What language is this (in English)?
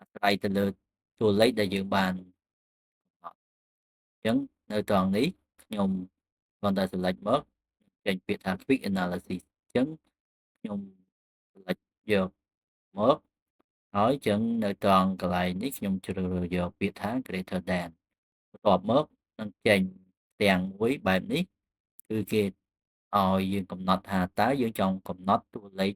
Khmer